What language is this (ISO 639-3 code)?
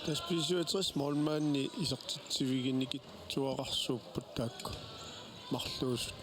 kal